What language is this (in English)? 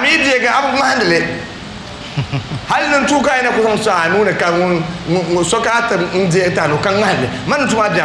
Dagbani